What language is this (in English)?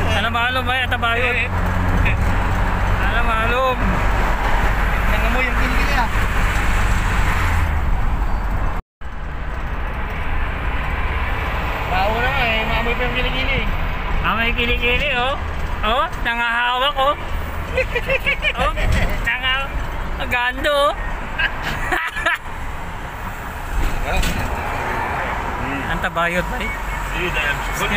Filipino